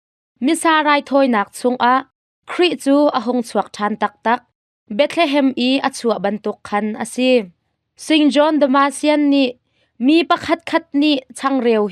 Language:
Hakha Chin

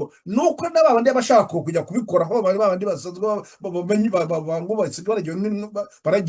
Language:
Kinyarwanda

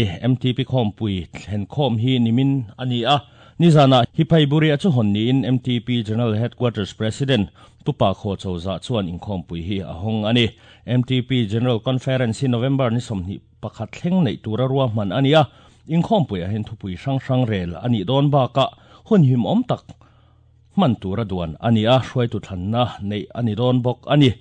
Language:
Mizo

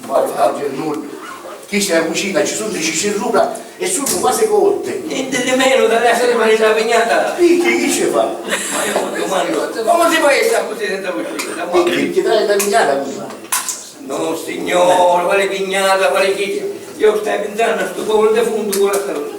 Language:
Sicilian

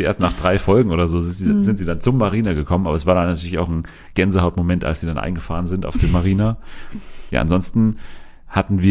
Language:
German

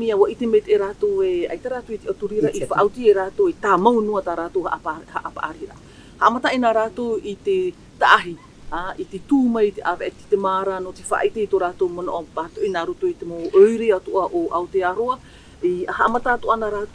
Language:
Tahitian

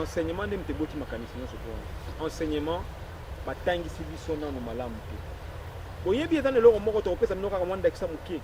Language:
Lingala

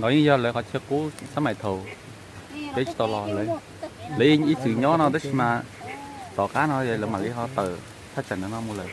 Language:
Hmong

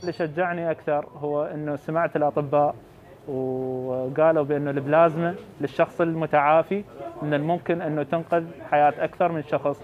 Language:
Mesopotamian Arabic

